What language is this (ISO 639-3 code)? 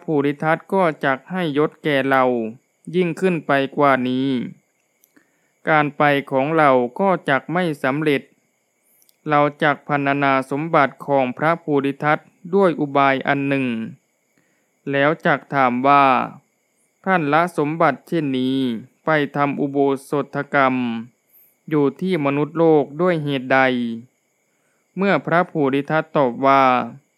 tha